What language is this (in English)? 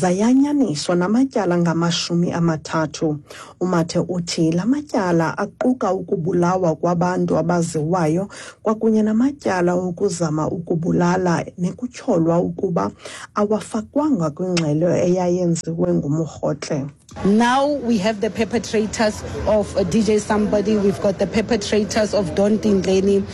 Xhosa